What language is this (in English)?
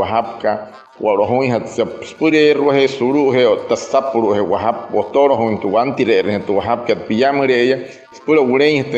Wayuu